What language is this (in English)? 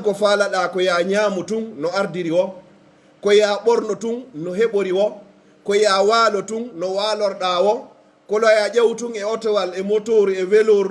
Pular